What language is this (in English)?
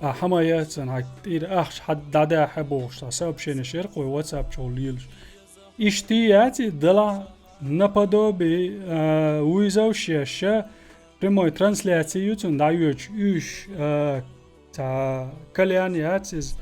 Chechen